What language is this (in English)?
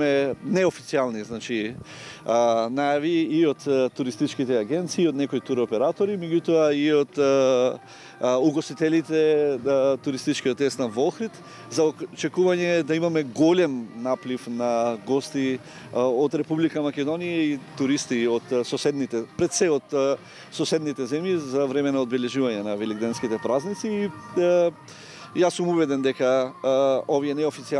Macedonian